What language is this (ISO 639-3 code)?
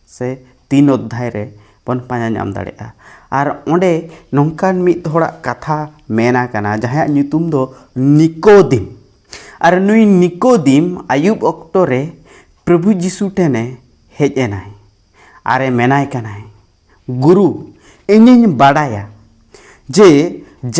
sat